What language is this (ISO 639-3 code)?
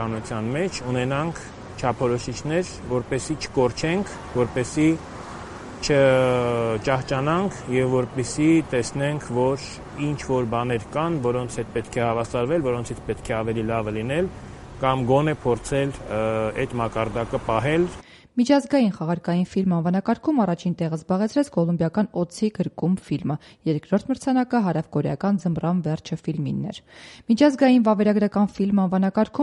hye